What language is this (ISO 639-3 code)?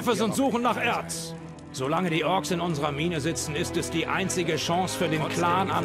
bar